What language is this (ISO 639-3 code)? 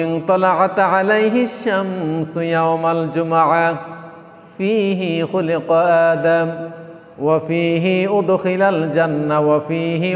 ben